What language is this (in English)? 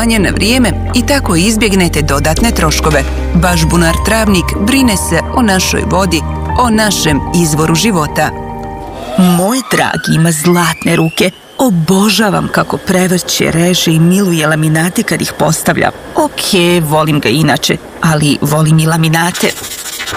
Bosnian